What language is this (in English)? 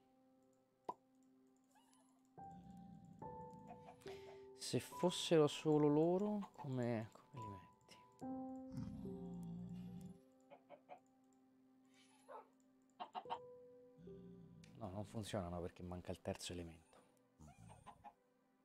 Italian